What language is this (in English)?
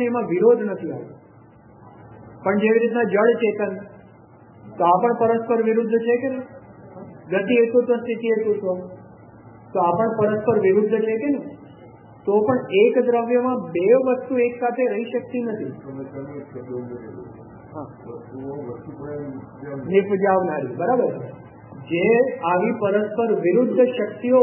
Gujarati